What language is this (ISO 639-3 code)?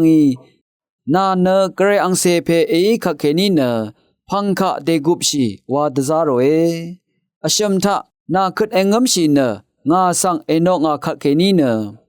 raw